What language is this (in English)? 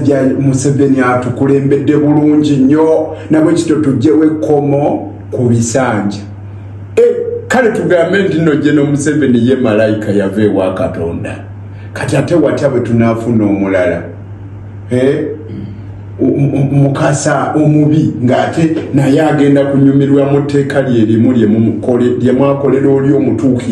Ganda